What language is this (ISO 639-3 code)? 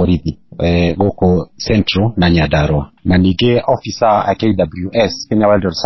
kik